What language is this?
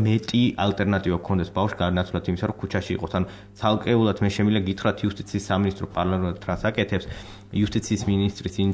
Georgian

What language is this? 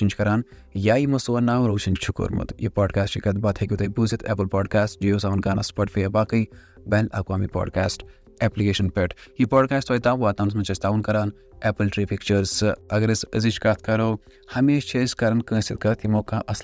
Kashmiri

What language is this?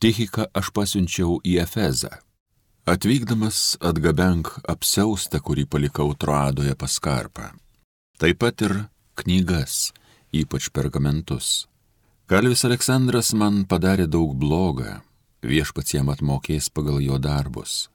Lithuanian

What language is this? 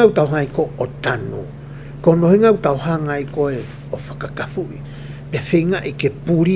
Tongan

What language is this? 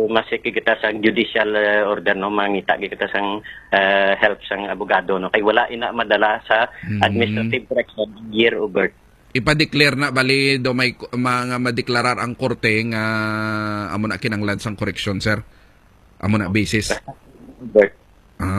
Hiligaynon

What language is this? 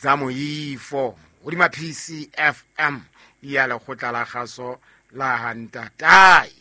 Southern Sotho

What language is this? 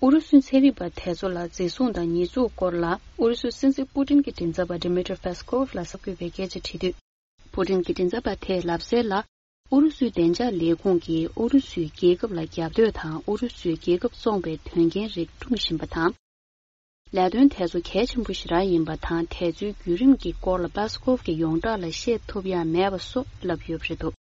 Tibetan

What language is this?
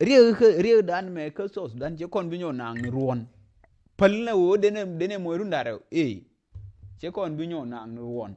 Nuer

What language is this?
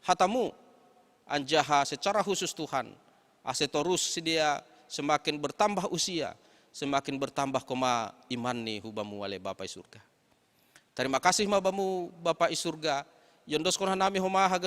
Batak Simalungun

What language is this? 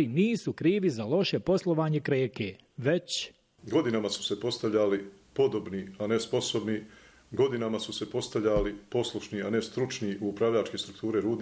Bosnian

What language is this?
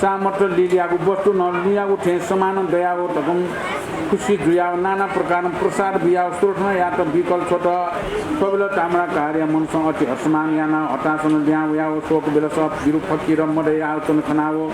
Newari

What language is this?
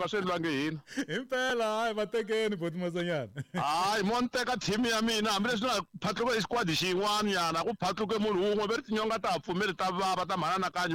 Tsonga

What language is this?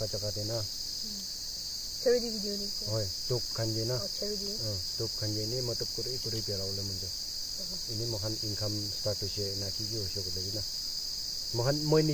Naga Pidgin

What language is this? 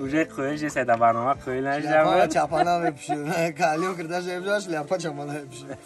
Tajik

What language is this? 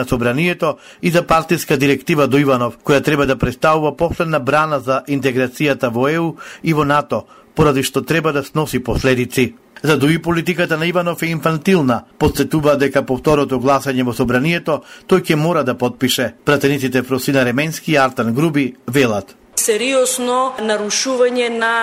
Macedonian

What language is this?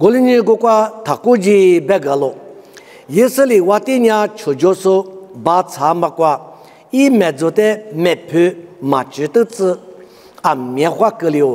Lisu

